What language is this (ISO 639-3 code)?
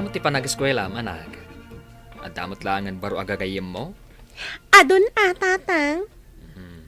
ilo